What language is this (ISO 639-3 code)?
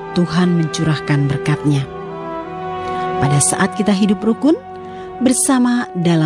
ind